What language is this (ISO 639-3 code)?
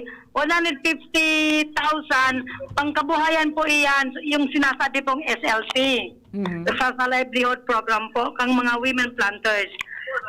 bik